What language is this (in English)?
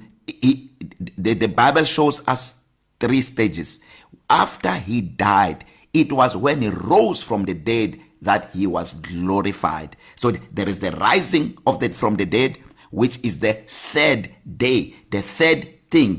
English